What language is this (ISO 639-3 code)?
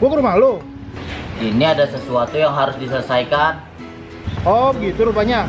bew